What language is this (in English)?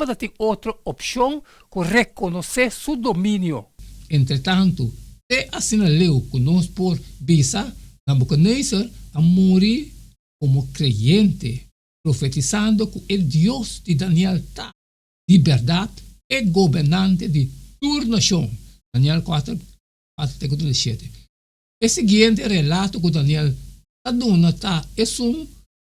Papiamento